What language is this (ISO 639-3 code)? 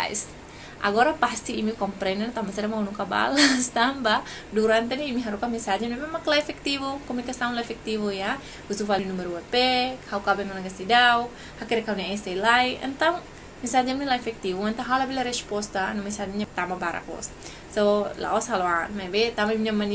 tet